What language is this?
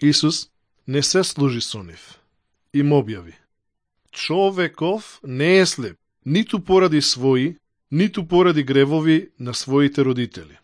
Macedonian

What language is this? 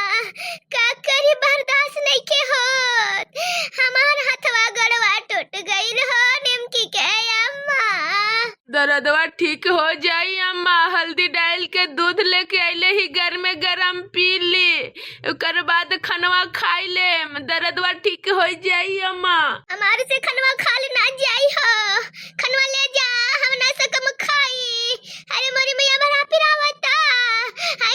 Bhojpuri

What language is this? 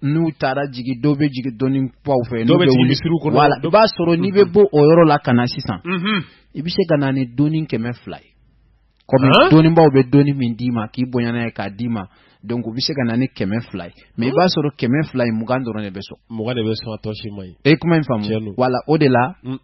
Bambara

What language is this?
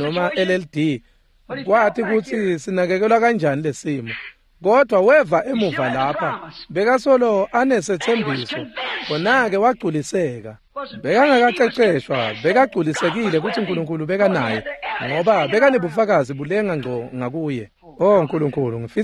Swati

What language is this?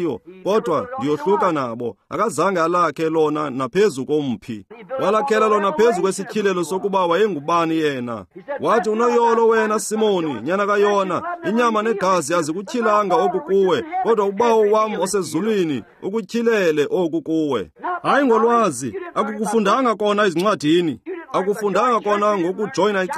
Xhosa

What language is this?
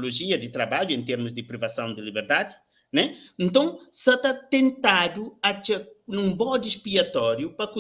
Kabuverdianu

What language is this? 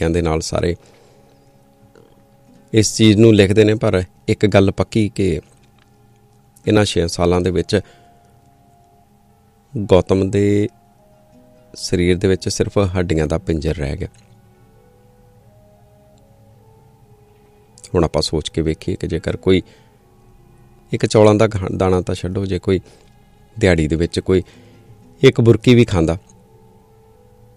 Punjabi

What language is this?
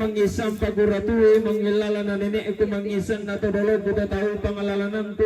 Toraja-Sa'dan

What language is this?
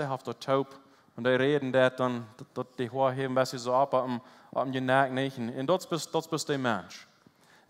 Plautdietsch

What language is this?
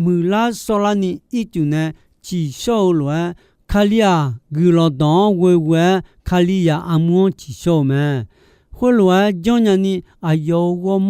Akha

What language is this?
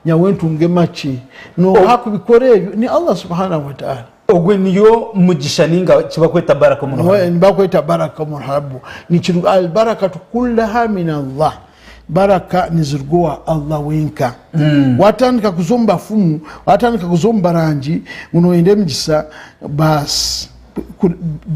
Nyankole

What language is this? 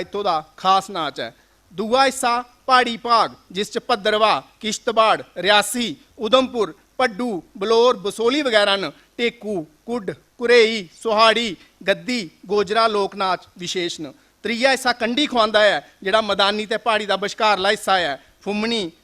Dogri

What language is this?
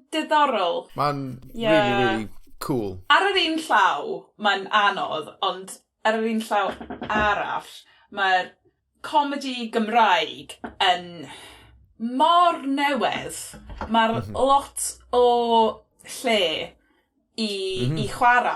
Welsh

